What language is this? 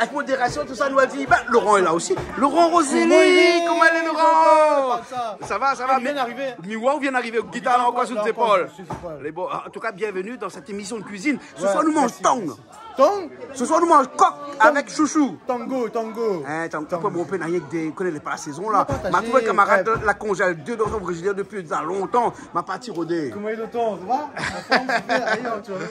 Réunion Creole French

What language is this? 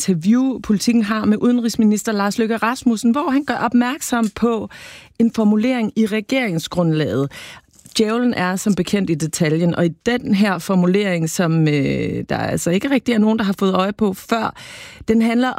Danish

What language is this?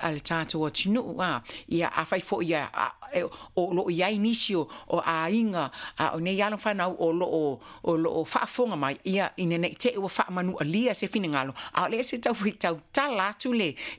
Samoan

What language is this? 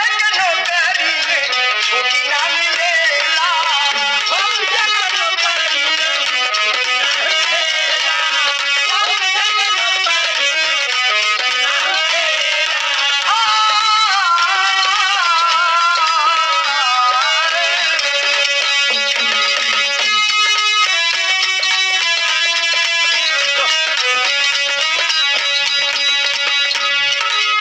Bhojpuri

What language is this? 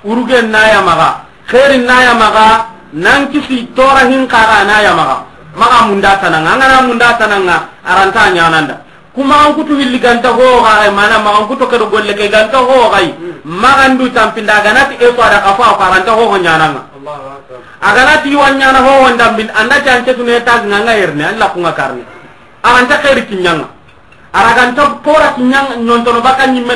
Soninke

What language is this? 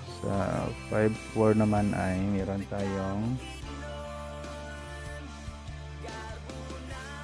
Filipino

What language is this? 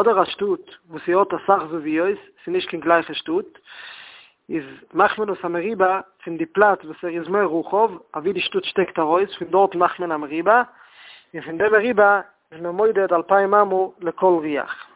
Yiddish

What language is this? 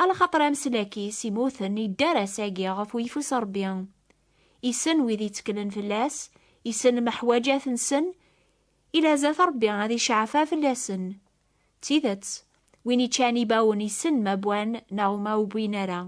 Kabyle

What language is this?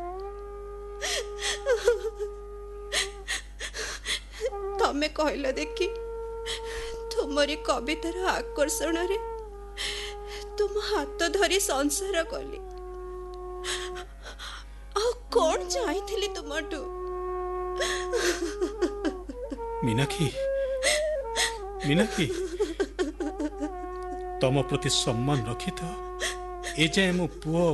Odia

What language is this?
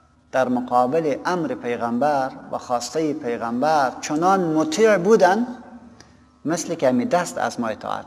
Persian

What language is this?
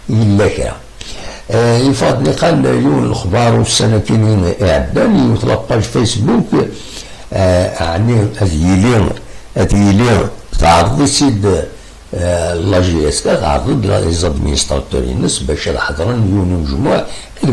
Kabyle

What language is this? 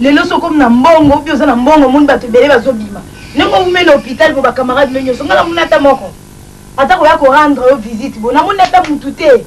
Lingala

